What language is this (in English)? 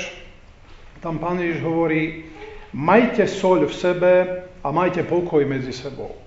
Slovak